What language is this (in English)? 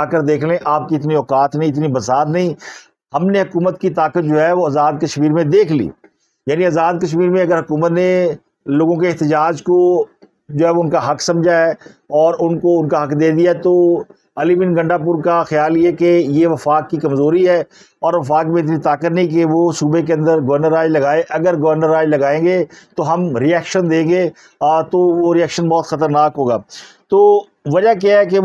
Urdu